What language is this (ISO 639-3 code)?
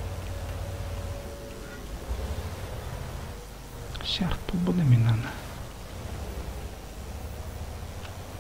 kaz